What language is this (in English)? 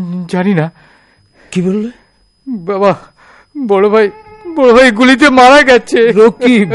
Bangla